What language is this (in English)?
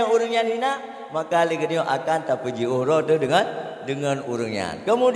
Achinese